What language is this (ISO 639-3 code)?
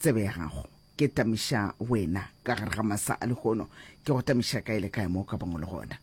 nso